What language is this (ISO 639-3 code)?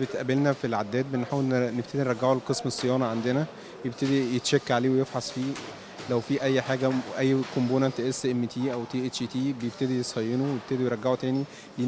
arz